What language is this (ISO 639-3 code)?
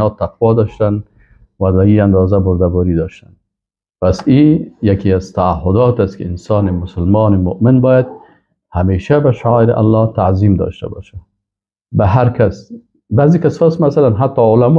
fas